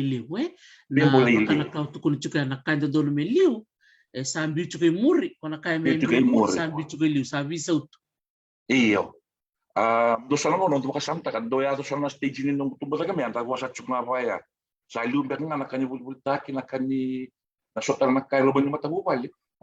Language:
Fijian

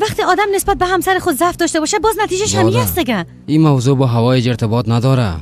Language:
Persian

